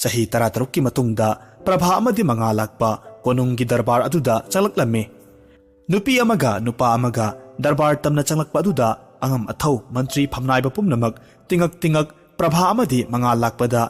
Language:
Manipuri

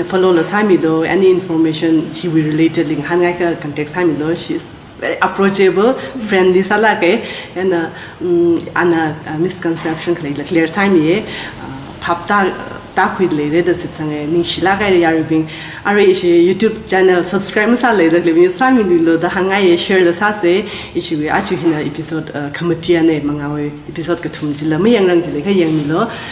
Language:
Tangkhul Naga (India)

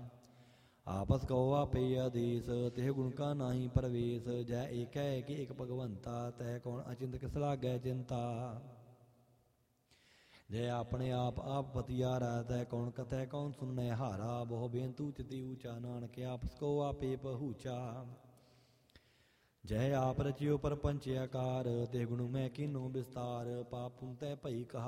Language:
Punjabi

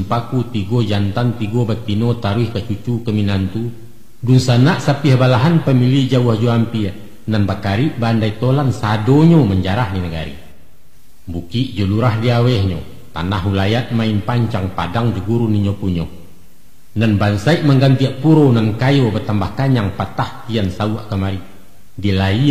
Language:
Minangkabau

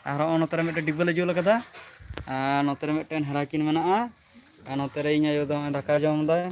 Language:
Santali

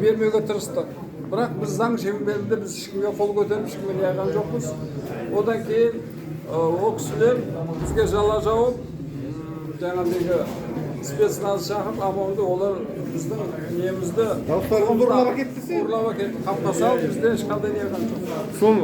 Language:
Kazakh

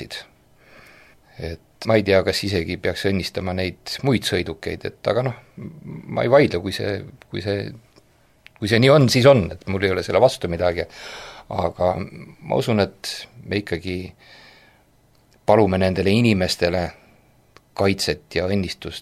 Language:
Estonian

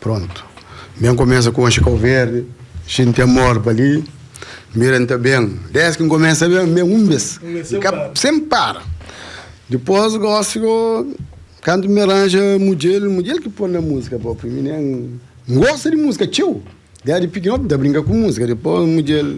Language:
Kabuverdianu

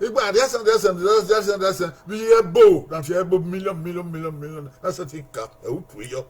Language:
Bini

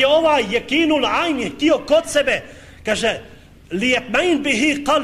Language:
Bosnian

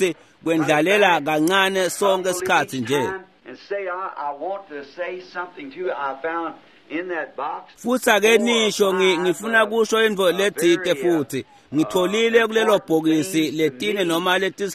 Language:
Swati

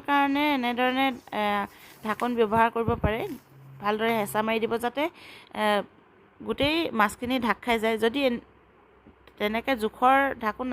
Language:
Assamese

